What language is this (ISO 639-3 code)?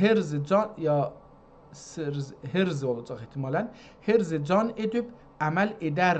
azb